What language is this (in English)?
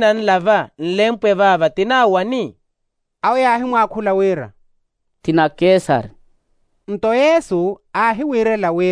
Makhuwa